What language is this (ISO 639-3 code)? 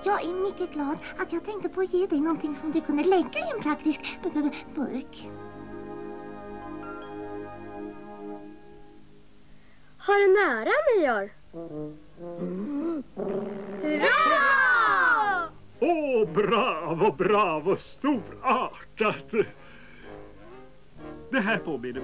swe